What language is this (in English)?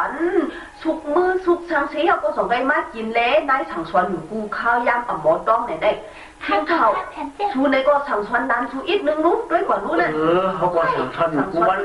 Shan